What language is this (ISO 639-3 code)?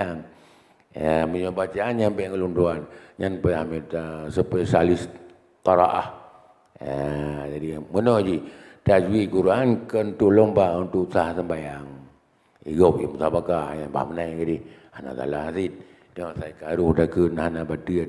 ace